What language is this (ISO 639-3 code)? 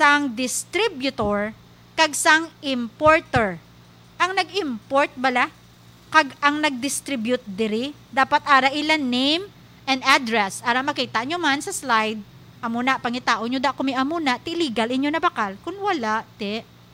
hil